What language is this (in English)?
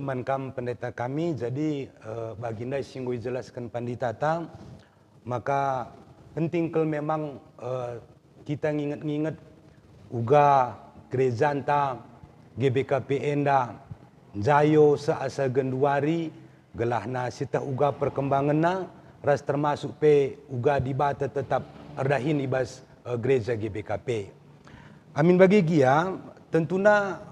Batak Karo